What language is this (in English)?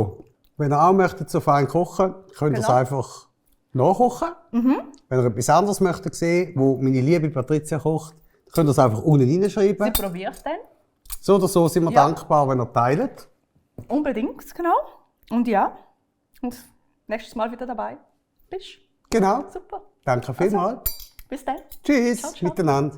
Swiss German